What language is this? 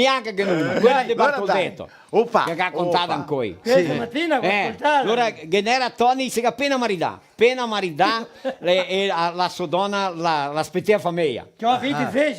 Venetian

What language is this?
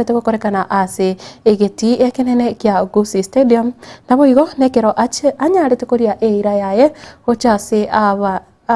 Gusii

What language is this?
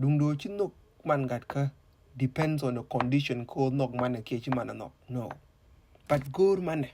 Nuer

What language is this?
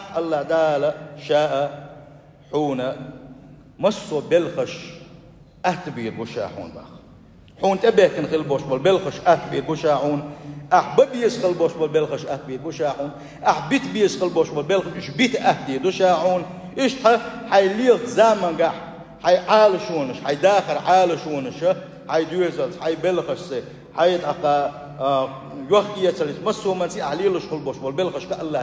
Chechen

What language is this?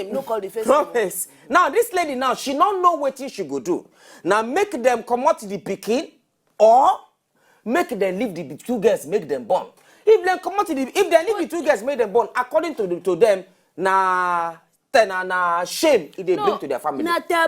Nigerian Pidgin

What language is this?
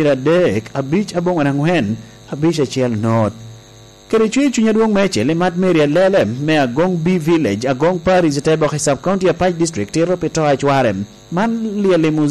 Lango (Uganda)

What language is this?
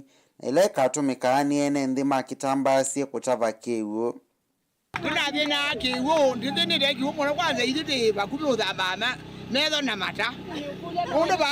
Kamba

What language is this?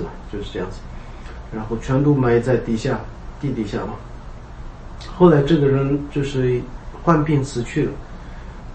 Chinese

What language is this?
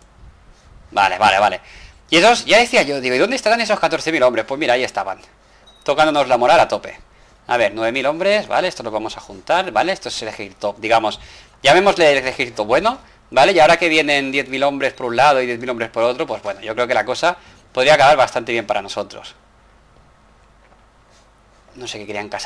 Spanish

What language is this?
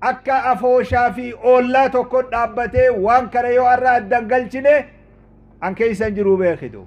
Oromo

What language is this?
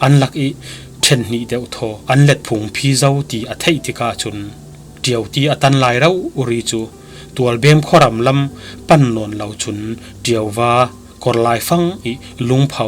Falam Chin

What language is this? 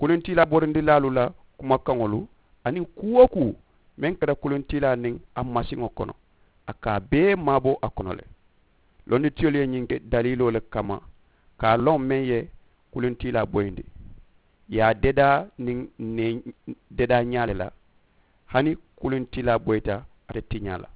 Mandingo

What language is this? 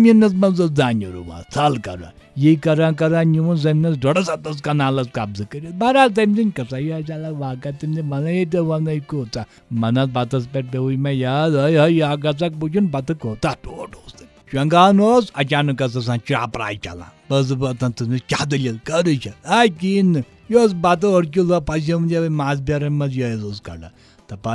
Kashmiri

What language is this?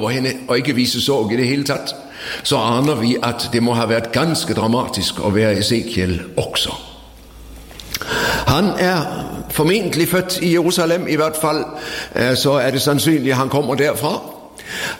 Norwegian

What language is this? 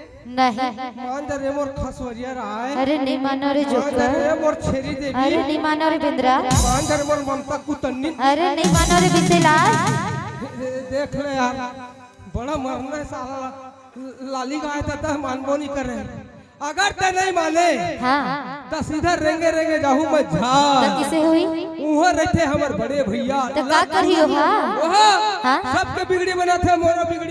Chhattisgarhi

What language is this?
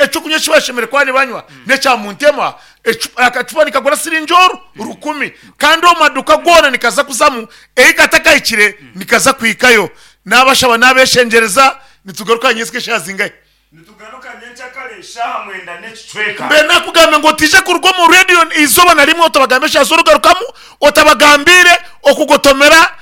Nyankole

